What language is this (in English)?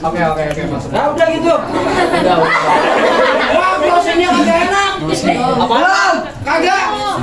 Betawi